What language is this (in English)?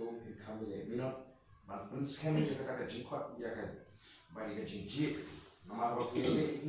Khasi